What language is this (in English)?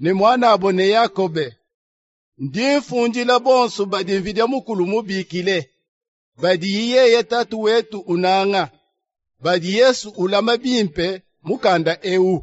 Luba-Lulua